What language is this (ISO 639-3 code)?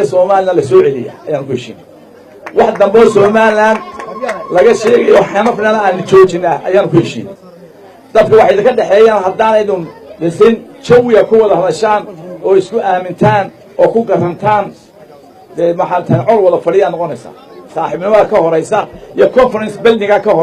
som